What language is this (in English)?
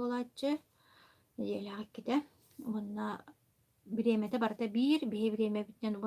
Yakut